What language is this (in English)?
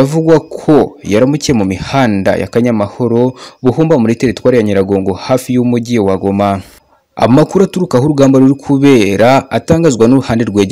Kinyarwanda